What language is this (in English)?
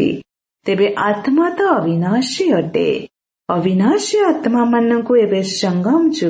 Odia